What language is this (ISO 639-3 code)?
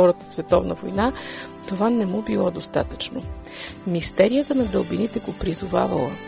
bul